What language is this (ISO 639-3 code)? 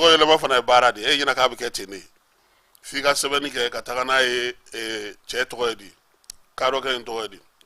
bam